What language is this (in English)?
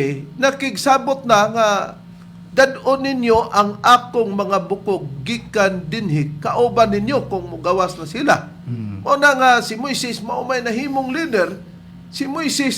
Cebuano